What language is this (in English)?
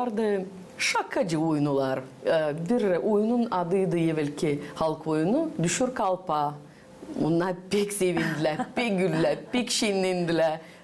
Gagauz